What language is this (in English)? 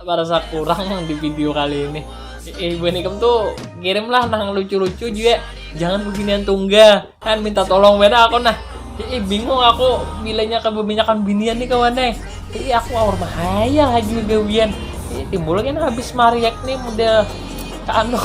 Banjar